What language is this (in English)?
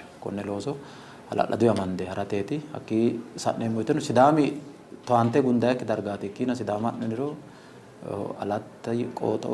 Sidamo